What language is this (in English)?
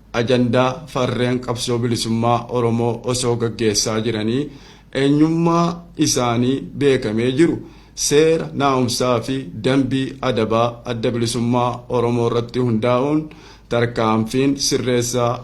Oromo